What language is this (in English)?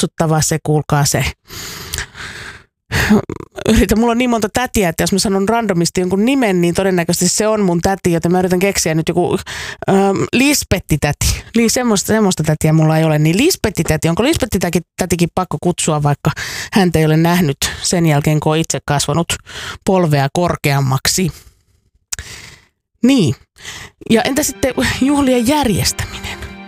Finnish